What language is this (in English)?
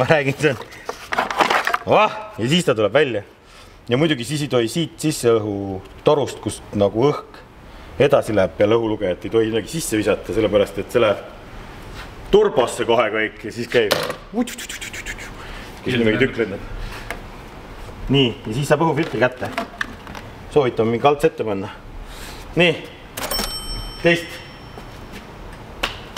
Estonian